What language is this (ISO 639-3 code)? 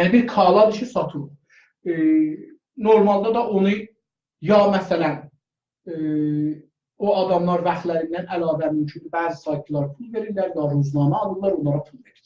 azb